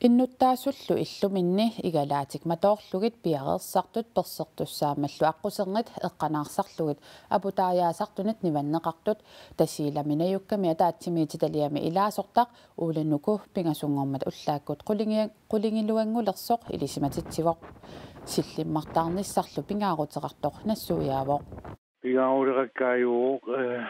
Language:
Kalaallisut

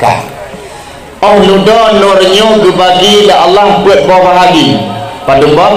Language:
Achinese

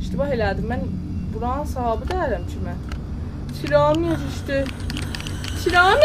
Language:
South Azerbaijani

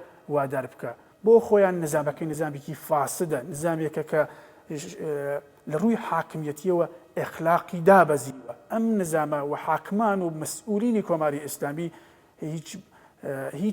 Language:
Central Kurdish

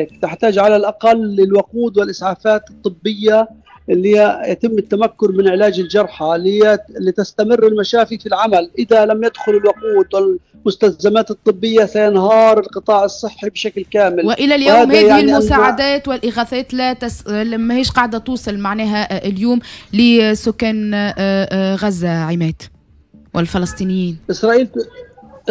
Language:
Tunisian Arabic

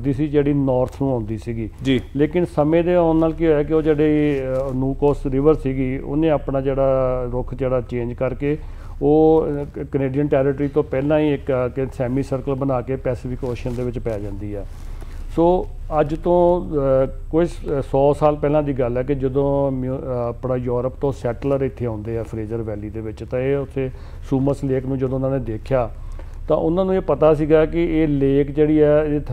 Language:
Punjabi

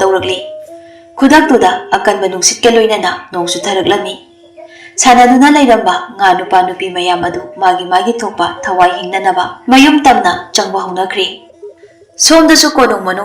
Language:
Manipuri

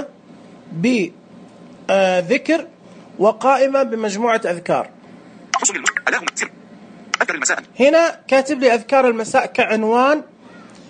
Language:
Najdi Arabic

